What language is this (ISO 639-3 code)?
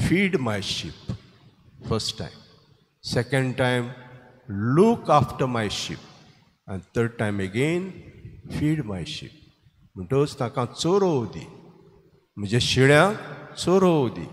kok